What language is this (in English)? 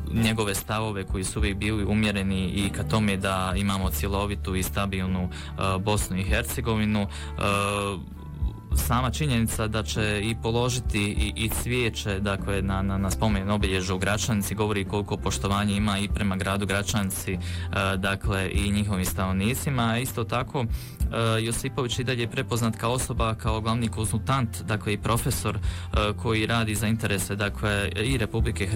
Bosnian